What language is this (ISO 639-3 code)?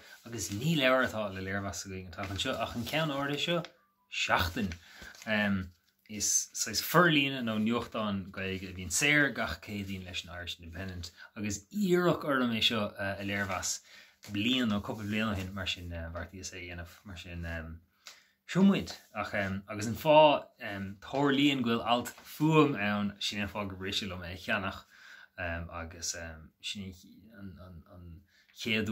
gle